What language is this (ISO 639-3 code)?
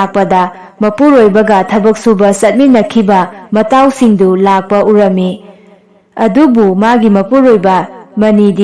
mni